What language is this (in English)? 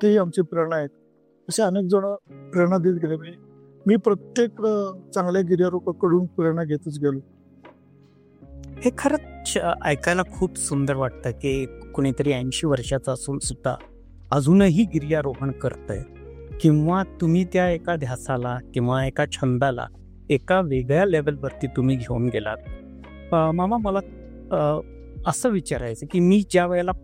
Marathi